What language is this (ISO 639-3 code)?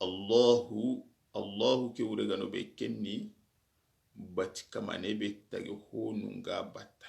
snk